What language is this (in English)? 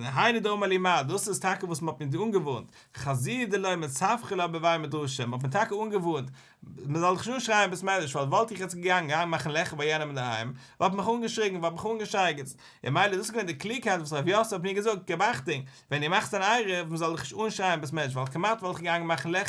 Yiddish